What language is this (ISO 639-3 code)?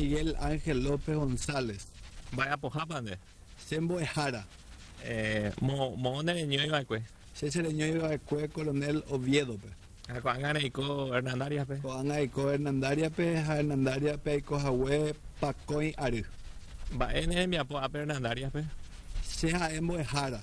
grn